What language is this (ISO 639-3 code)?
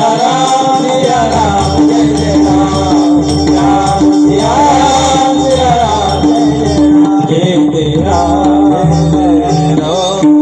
mar